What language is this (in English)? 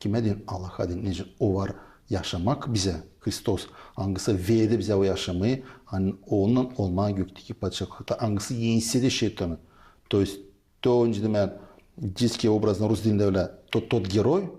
Gagauz